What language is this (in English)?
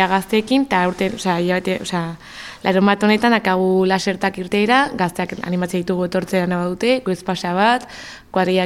Basque